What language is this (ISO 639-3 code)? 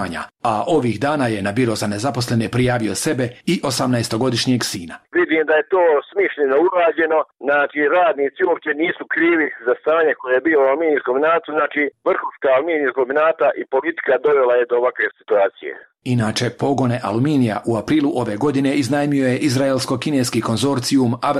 bos